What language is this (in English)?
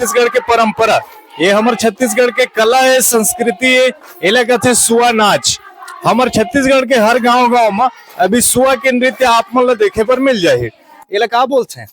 Chhattisgarhi